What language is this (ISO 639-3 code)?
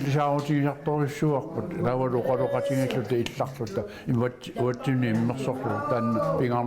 kal